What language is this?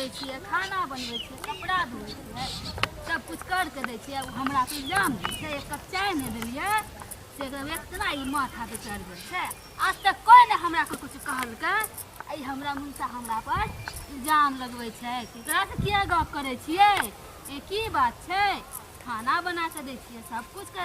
Maithili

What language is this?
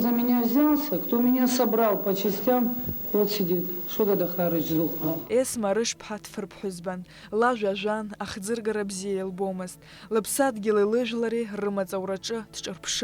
Abkhazian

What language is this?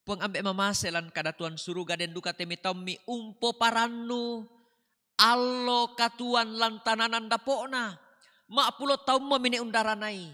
Toraja-Sa'dan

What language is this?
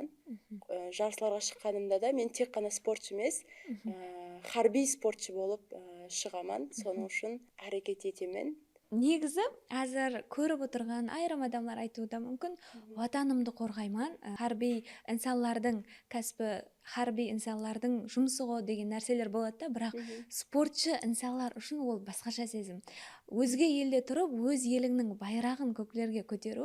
Kara-Kalpak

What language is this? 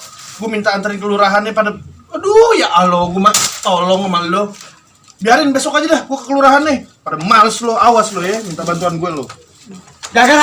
Betawi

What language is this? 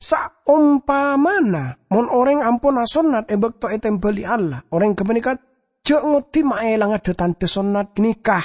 Madurese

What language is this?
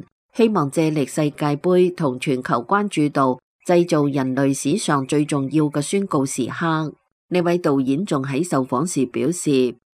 Cantonese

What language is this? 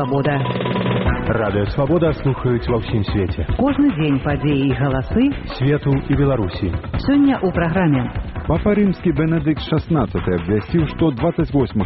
Belarusian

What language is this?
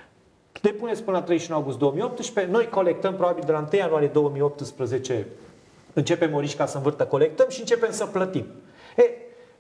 Romanian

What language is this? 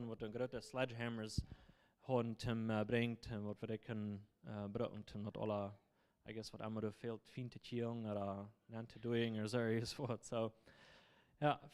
Plautdietsch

